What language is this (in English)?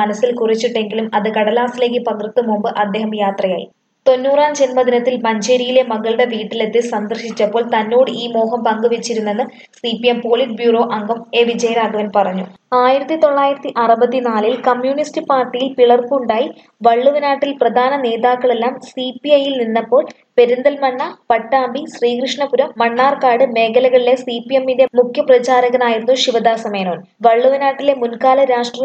Malayalam